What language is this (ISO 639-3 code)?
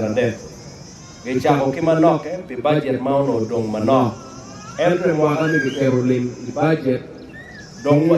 ach